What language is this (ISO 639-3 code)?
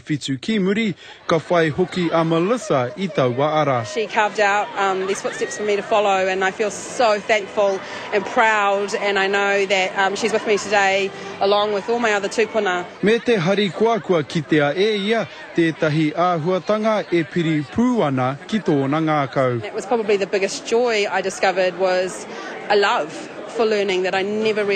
mri